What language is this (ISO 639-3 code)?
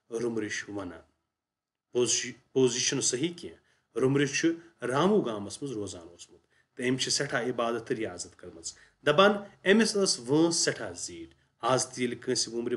kas